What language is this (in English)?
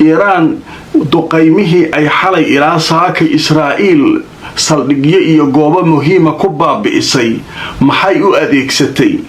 Somali